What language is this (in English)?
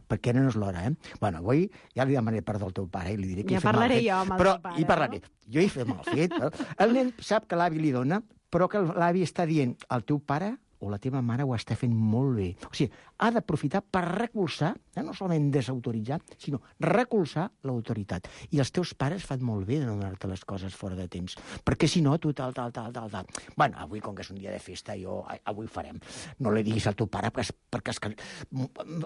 Catalan